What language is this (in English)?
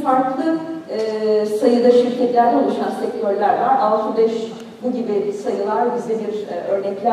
Turkish